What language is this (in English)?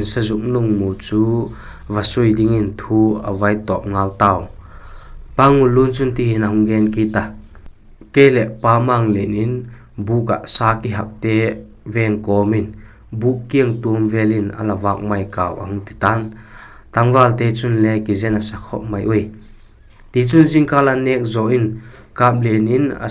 Vaiphei